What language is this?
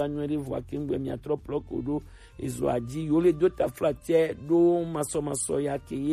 Gen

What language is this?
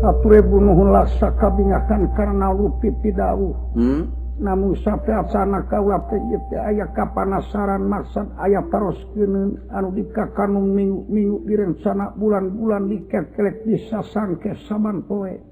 Sundanese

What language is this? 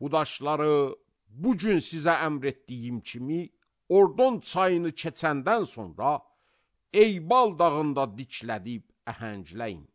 Azerbaijani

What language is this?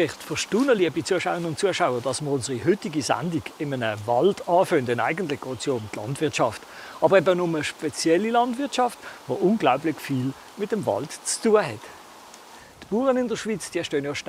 German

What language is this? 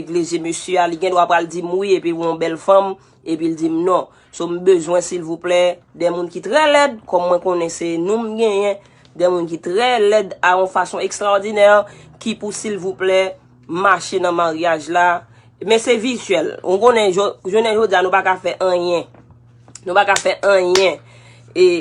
Haitian Creole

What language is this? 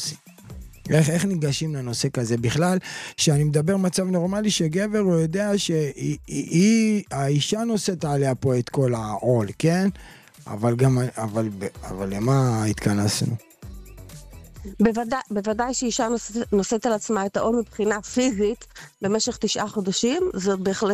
Hebrew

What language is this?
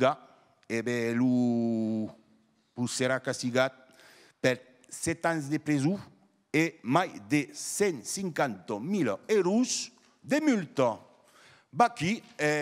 Occitan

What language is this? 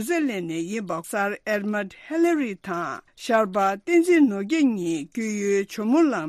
Tibetan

